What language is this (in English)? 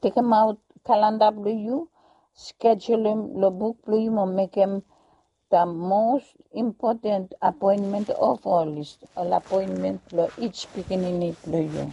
Bislama